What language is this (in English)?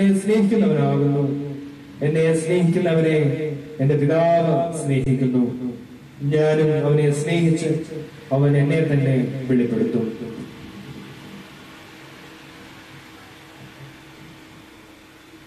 Malayalam